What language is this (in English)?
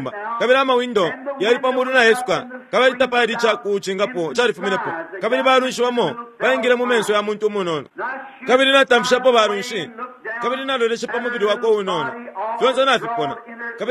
Bemba